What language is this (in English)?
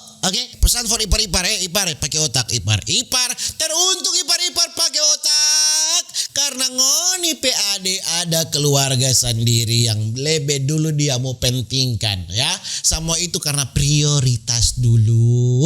Manado Malay